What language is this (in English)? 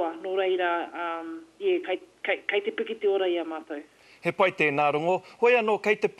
Māori